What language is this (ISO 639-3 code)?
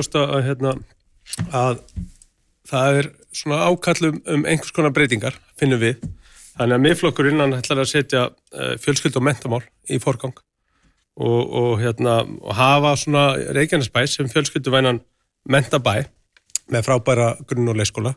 isl